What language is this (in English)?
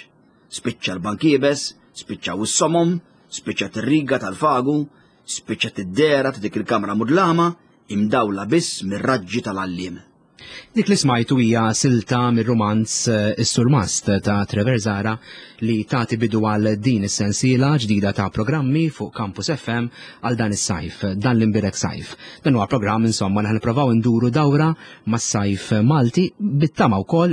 Maltese